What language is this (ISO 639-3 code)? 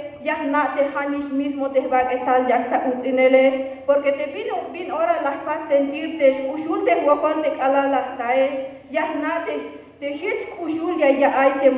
tzh